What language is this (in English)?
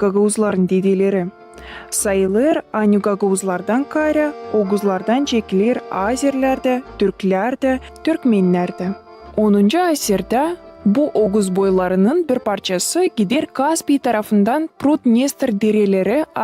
Gagauz